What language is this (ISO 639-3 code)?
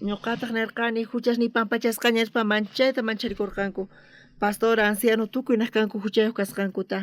quh